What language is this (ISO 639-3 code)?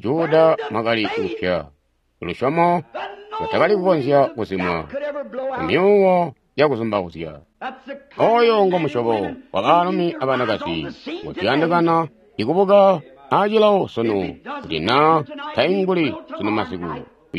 toi